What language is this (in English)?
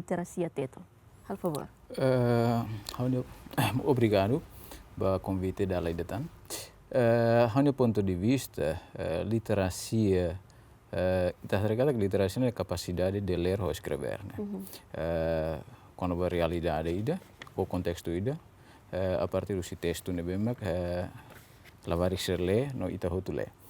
Tetum